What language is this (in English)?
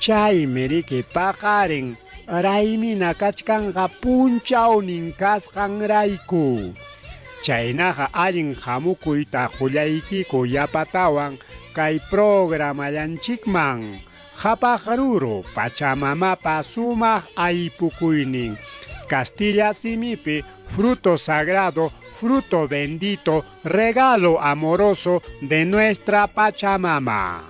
Ayacucho Quechua